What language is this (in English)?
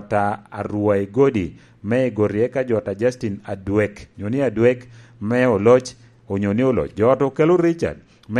Lango (Uganda)